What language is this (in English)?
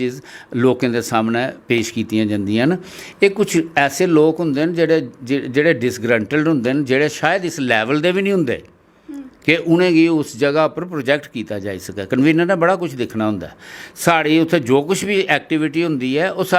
Dogri